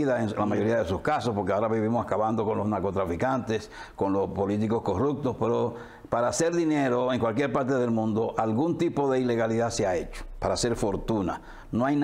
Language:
Spanish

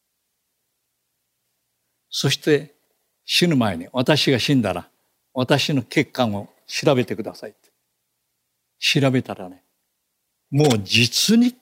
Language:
Japanese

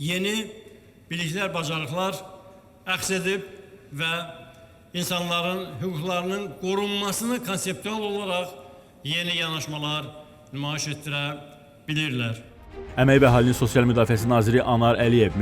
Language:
Azerbaijani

